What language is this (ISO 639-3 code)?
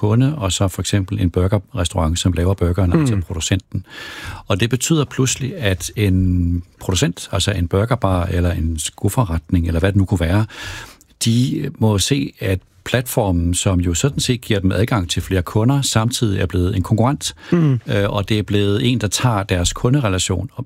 dan